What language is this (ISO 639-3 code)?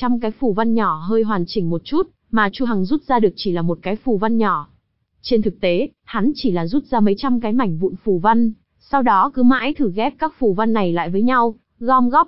vie